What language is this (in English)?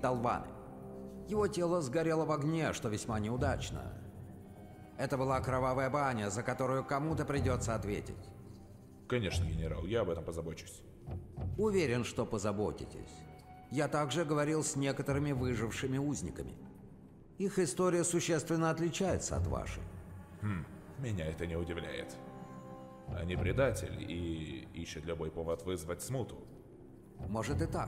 Russian